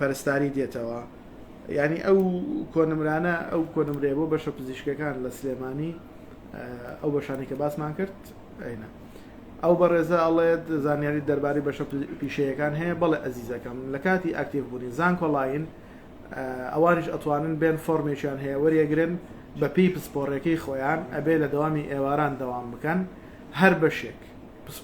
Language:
Central Kurdish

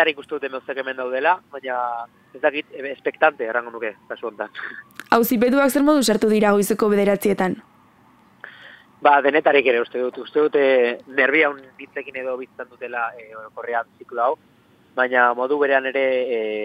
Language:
Basque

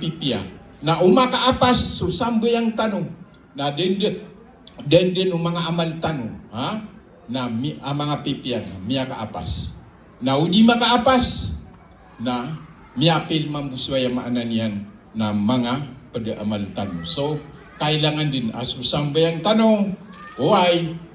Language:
Maranao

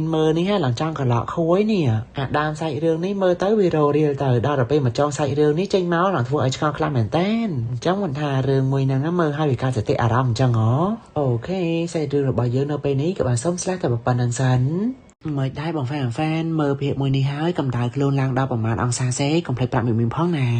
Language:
Khmer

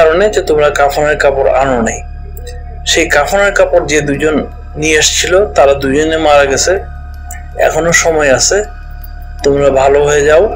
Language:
Bangla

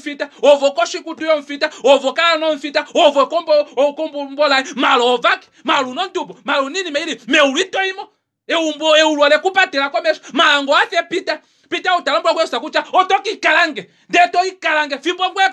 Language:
Kuanyama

